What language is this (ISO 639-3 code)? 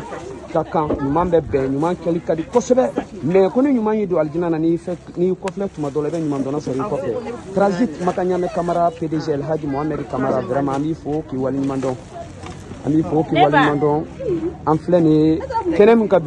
bam